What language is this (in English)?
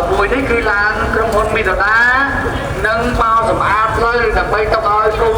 Khmer